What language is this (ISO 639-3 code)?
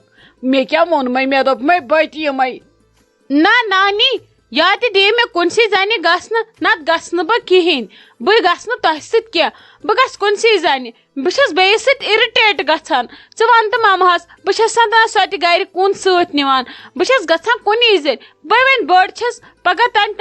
kas